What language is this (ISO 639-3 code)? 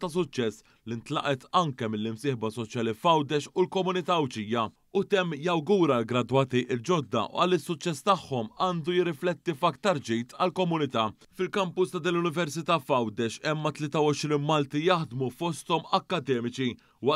mlt